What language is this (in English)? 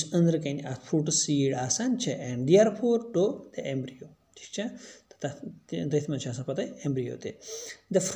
Kashmiri